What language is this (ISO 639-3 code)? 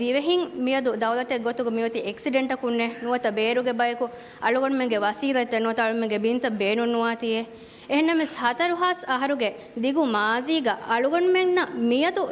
div